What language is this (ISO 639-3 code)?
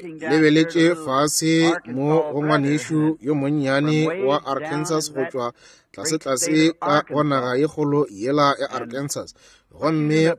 nso